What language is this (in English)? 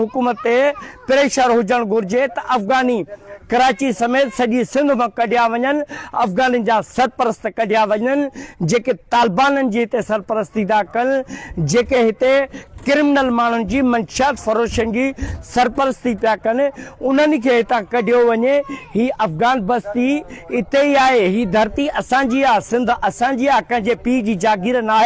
Sindhi